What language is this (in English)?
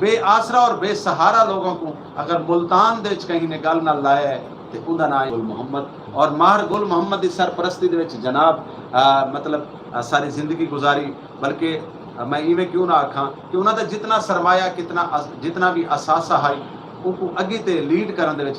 Saraiki